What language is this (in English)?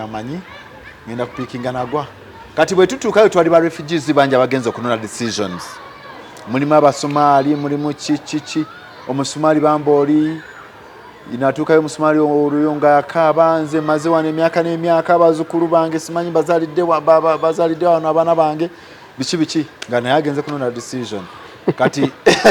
Ganda